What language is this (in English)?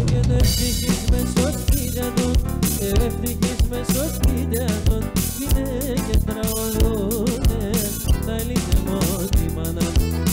Greek